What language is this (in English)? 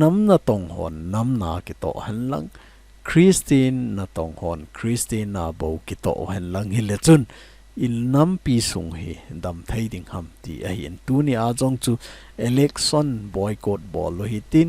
Thado Chin